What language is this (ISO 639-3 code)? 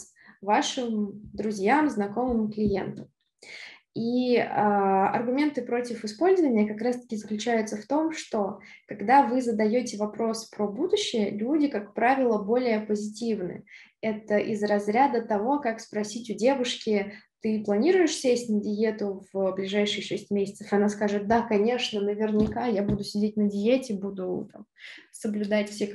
rus